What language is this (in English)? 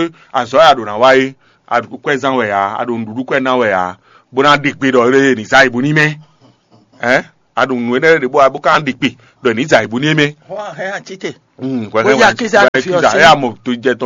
Fon